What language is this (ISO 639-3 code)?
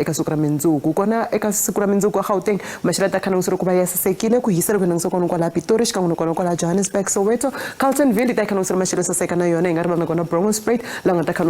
tso